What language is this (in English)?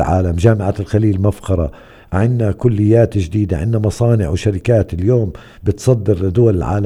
North Levantine Arabic